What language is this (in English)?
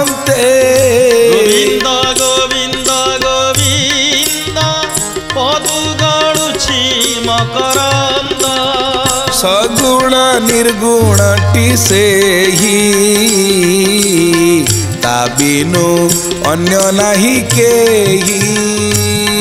Odia